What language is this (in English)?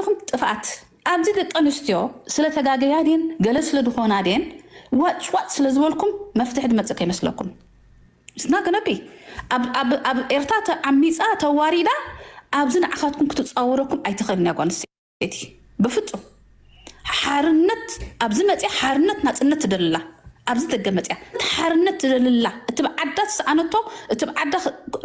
Tigrinya